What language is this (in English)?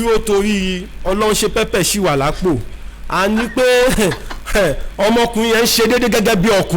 Yoruba